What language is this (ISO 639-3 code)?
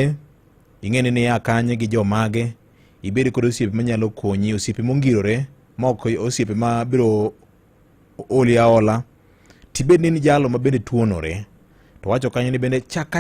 luo